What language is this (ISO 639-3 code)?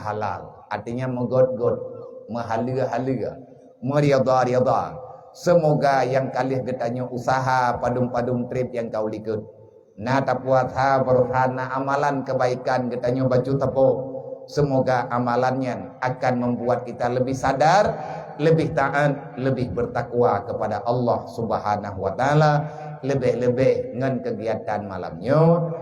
ace